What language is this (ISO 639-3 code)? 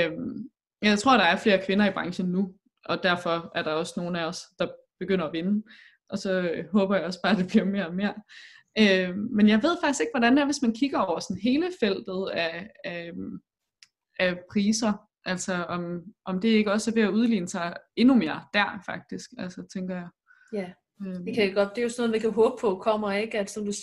dan